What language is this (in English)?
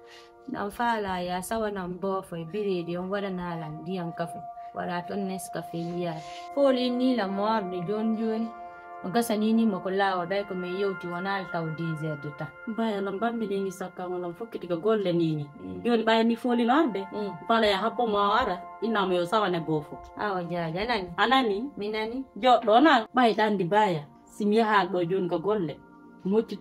Fula